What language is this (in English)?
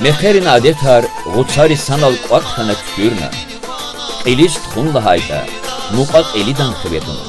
Lezghian